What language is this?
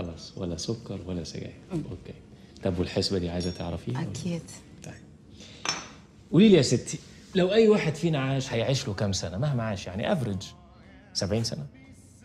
Egyptian Arabic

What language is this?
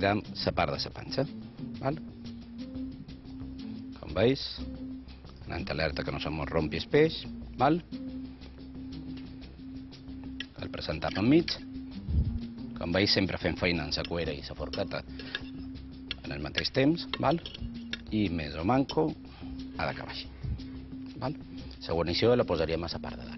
Catalan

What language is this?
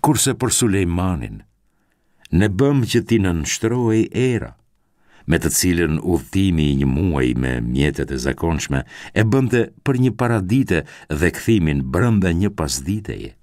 Albanian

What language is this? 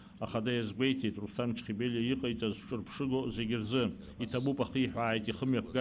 Abkhazian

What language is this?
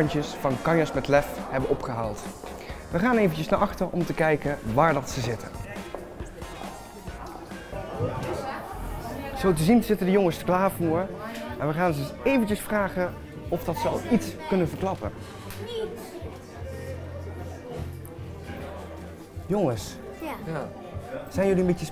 Dutch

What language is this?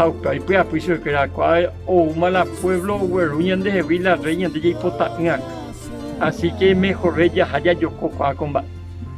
Guarani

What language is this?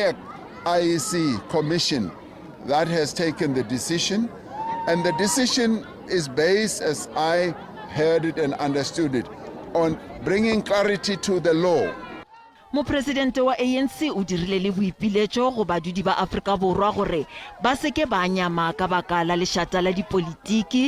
Northern Sotho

